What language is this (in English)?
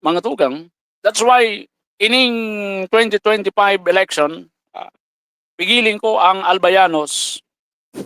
Bikol